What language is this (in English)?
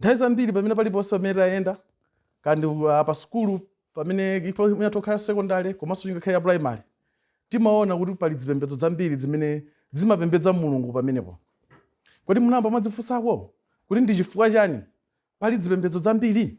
Nyanja